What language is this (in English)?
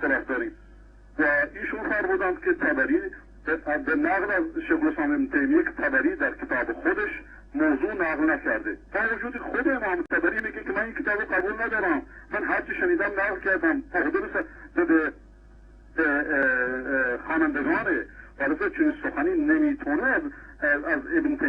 Persian